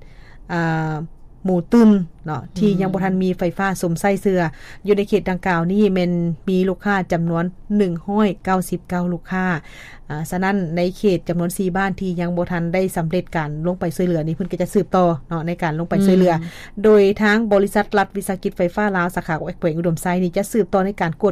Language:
Lao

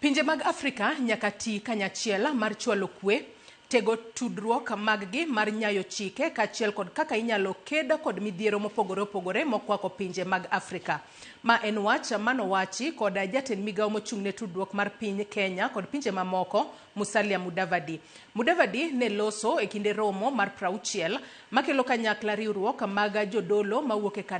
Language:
Luo (Kenya and Tanzania)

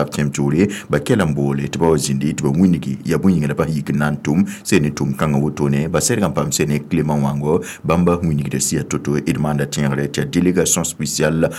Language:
Mossi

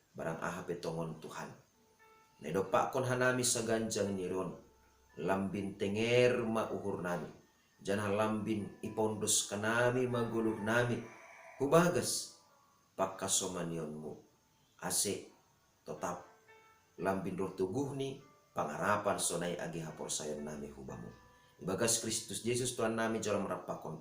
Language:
Batak Simalungun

